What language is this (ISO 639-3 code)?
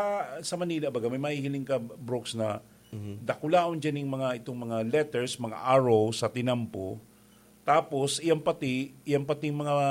bik